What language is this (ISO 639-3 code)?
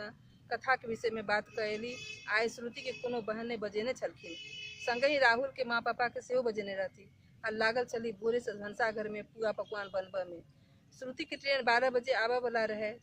mai